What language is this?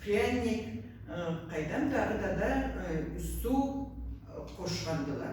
Karachay-Balkar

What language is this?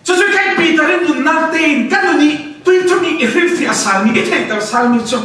Falam Chin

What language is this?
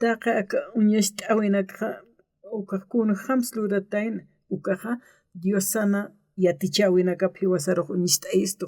Aymara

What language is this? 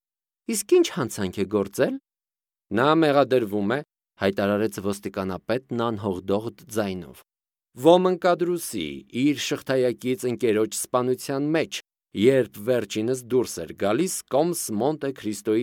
Armenian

